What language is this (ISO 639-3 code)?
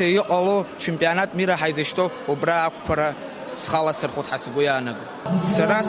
abk